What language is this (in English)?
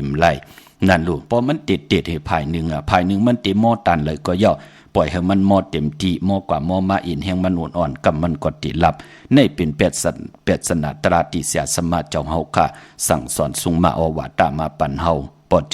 Shan